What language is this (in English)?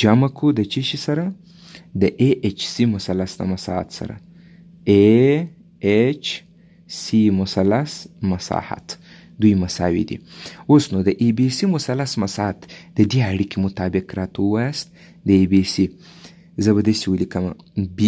Pashto